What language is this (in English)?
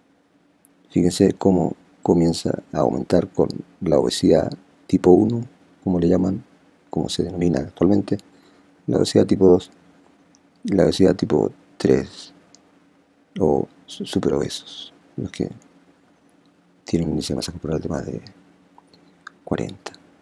Spanish